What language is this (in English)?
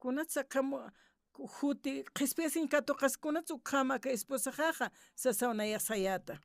Aymara